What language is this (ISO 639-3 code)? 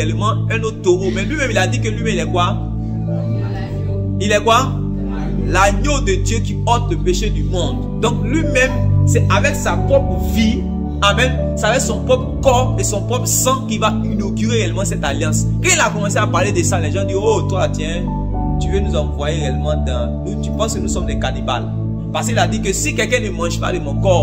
fra